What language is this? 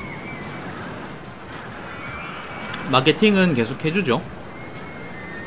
Korean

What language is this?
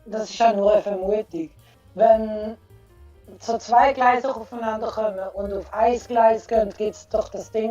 Swiss German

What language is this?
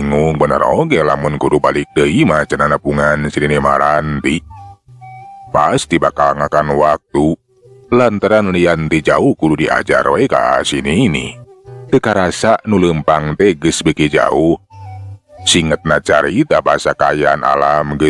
Sundanese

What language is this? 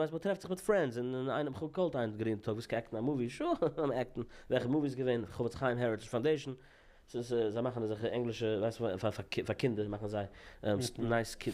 Yiddish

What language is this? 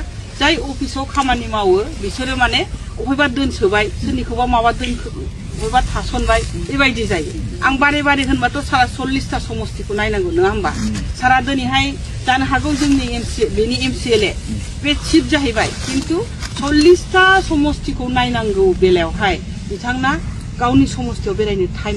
Bodo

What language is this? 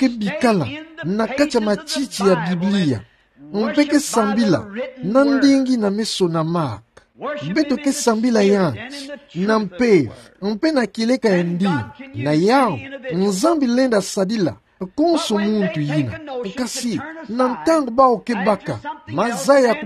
Kituba (Democratic Republic of Congo)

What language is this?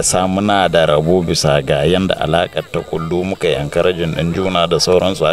Hausa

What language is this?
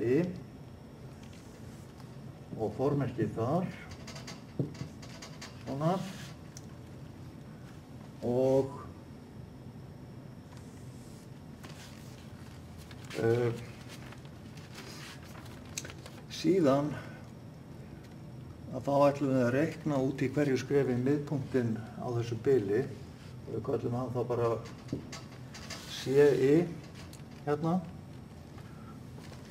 Icelandic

